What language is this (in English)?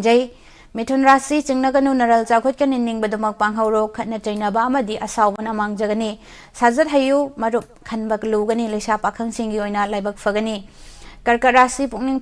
Manipuri